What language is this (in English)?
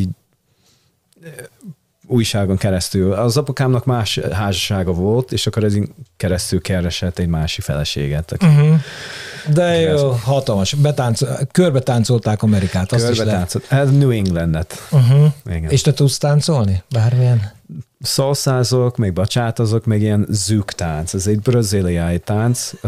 Hungarian